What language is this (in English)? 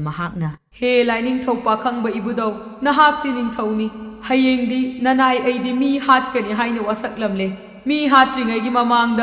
Manipuri